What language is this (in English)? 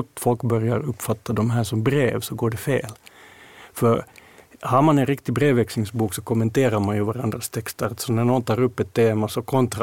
Swedish